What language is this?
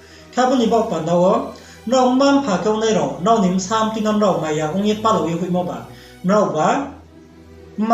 Riang (India)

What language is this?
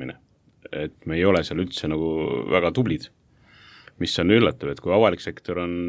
Estonian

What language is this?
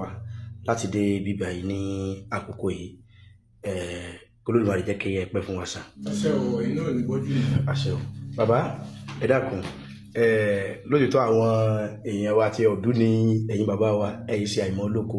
Yoruba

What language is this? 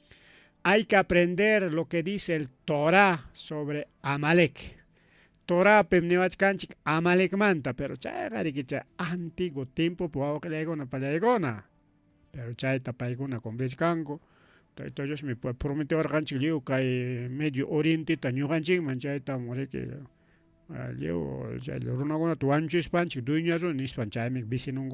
Ayacucho Quechua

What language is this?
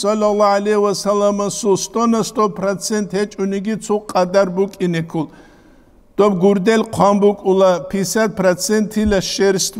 Avaric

